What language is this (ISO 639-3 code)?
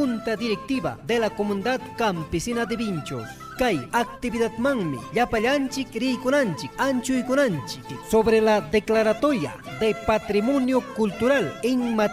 quy